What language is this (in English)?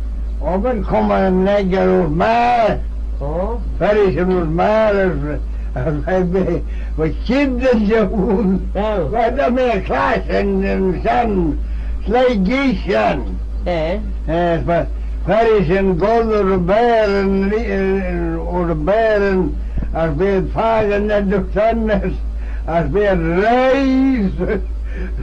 Manx